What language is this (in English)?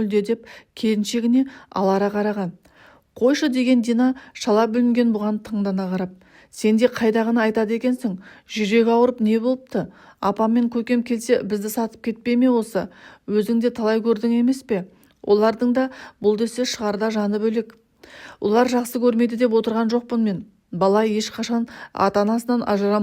Kazakh